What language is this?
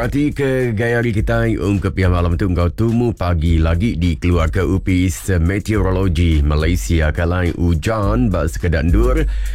Iban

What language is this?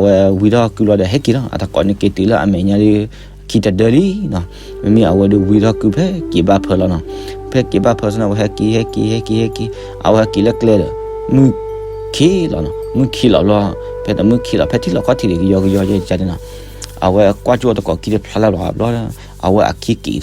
S'gaw Karen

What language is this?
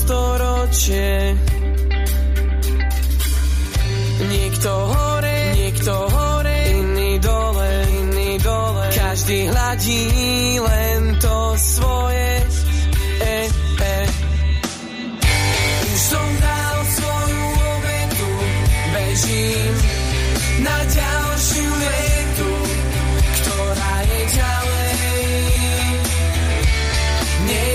Slovak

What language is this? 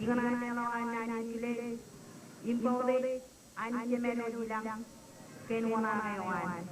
Marshallese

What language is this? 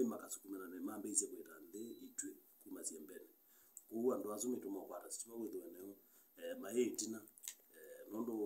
Kamba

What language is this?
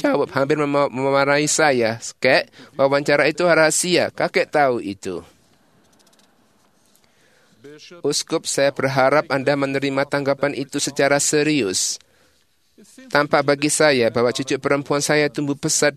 Indonesian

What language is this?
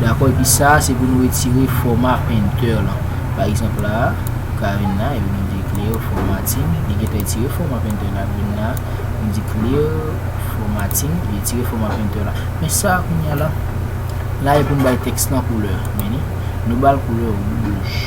Haitian Creole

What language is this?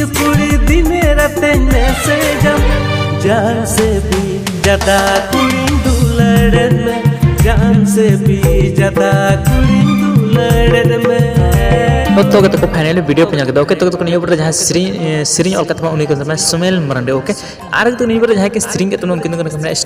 Santali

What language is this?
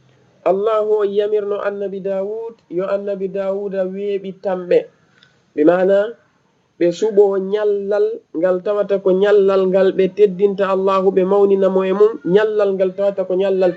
Fula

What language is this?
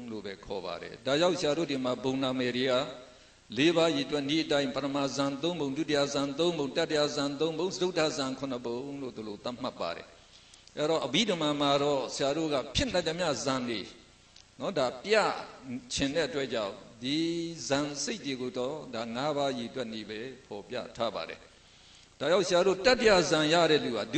Burmese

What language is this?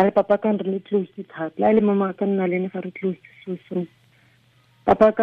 Tswana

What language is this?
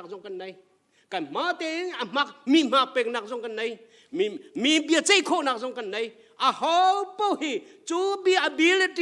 Hakha Chin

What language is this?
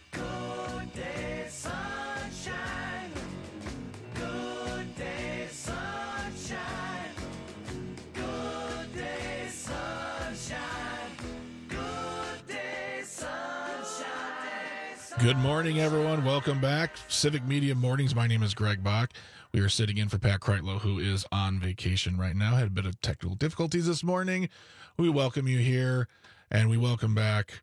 English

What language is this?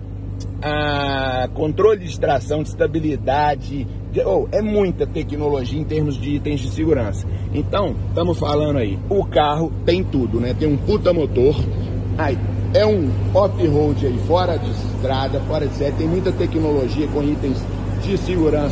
Portuguese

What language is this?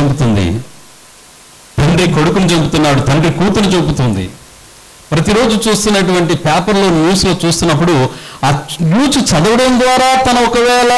Telugu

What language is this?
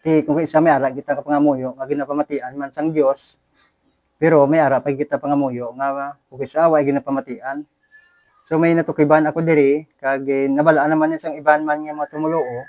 Hiligaynon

